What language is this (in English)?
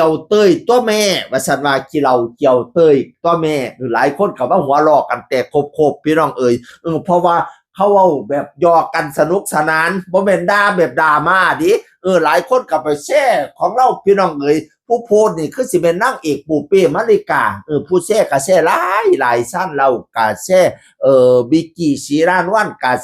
Northeastern Thai